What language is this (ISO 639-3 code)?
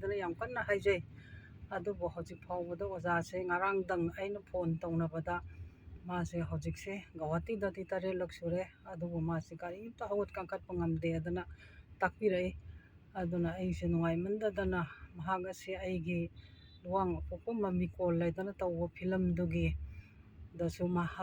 mni